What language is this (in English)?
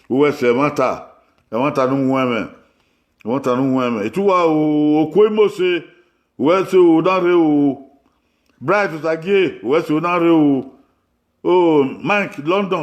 Bini